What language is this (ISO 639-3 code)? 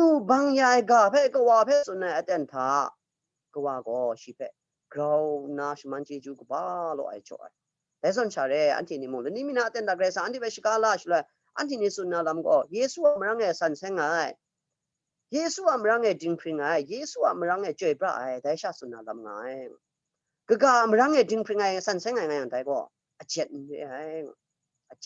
kac